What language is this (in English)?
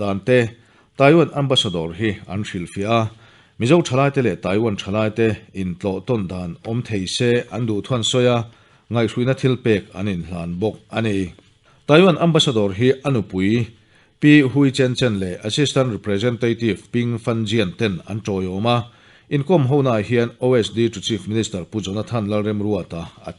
Mizo